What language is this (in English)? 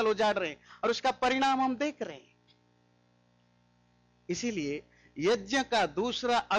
Hindi